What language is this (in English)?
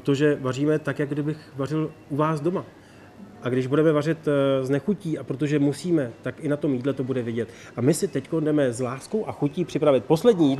Czech